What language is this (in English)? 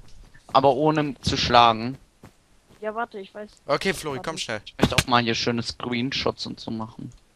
German